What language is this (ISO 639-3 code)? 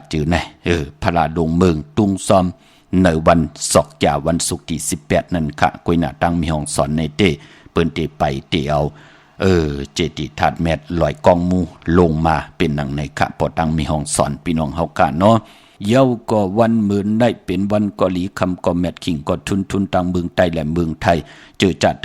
shn